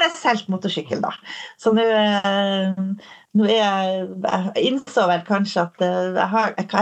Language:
Norwegian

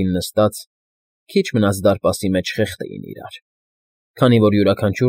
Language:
Armenian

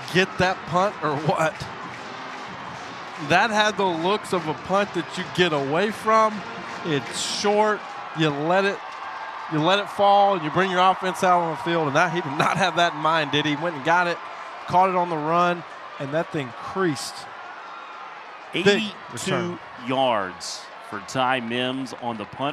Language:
English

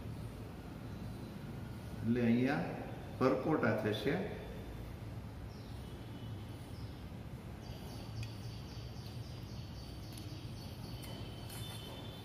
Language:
Gujarati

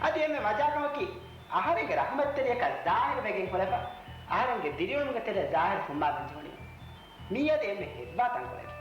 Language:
Divehi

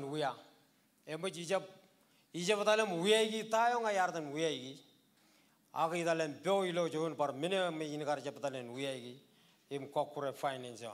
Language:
Marshallese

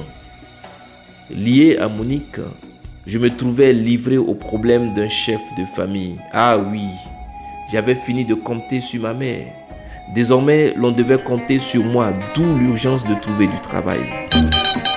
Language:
French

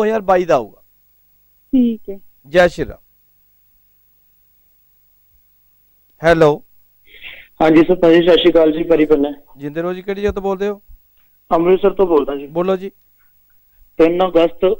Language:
Punjabi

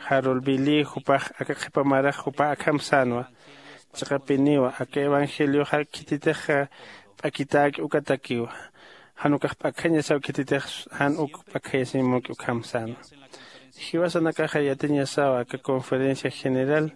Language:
Aymara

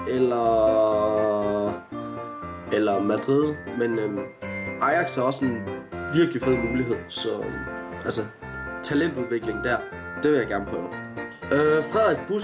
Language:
Danish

